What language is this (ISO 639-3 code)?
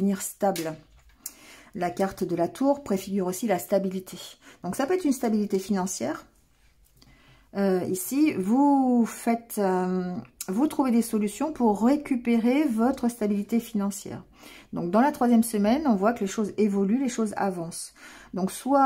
fra